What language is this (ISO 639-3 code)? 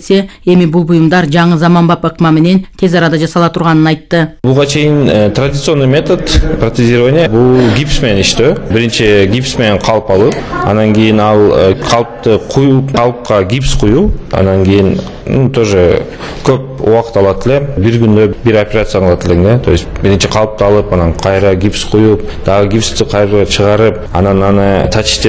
kir